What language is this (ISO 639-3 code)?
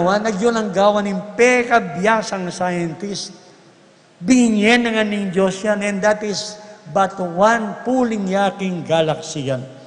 pam